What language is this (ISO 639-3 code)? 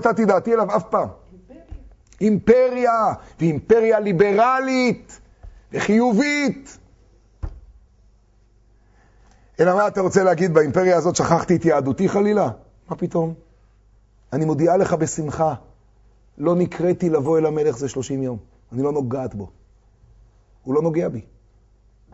heb